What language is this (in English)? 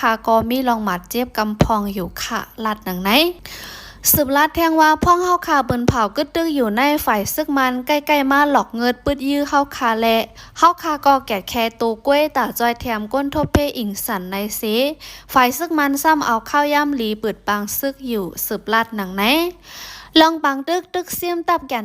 Shan